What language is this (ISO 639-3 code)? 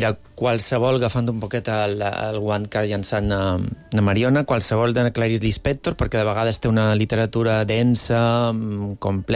cat